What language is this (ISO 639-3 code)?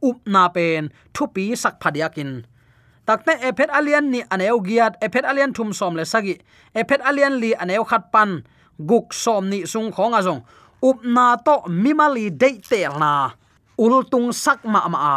ctd